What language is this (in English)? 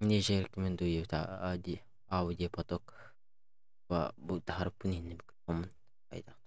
Yakut